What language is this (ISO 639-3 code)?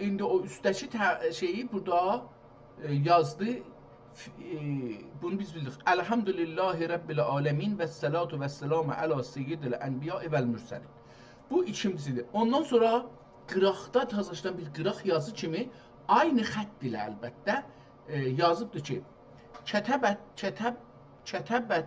azb